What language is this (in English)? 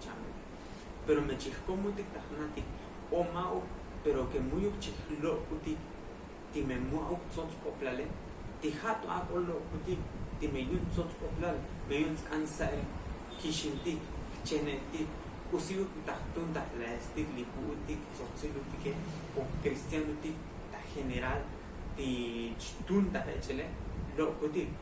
Tzotzil